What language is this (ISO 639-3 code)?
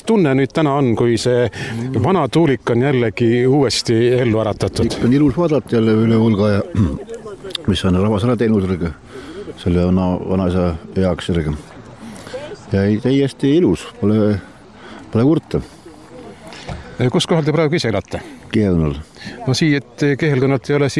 est